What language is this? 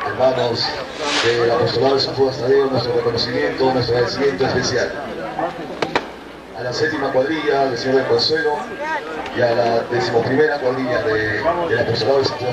Spanish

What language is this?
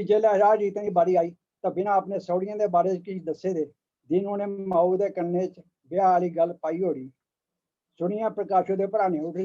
Dogri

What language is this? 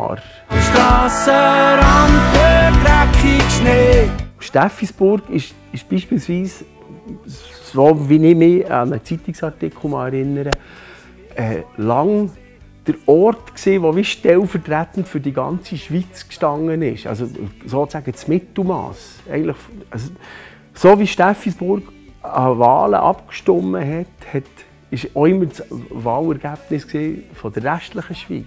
Swiss German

